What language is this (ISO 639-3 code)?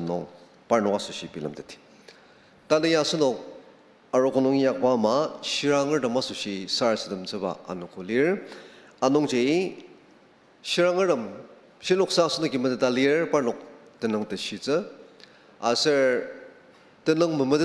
njo